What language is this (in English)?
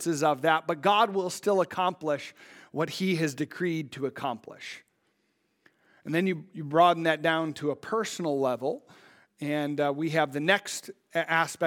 English